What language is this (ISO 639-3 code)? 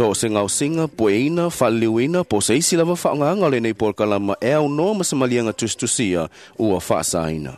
smo